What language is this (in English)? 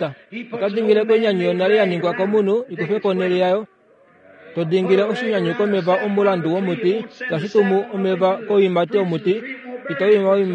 Kuanyama